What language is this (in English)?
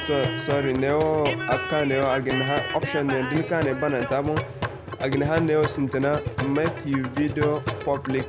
Zarma